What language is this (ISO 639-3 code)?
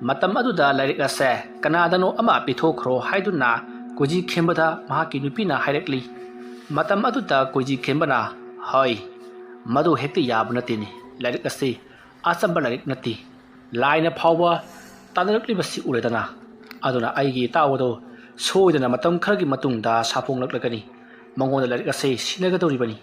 mni